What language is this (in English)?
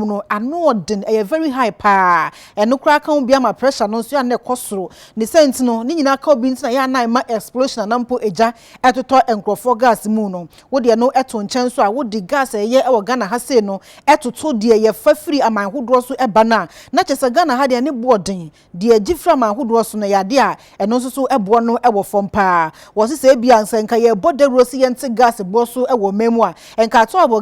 Akan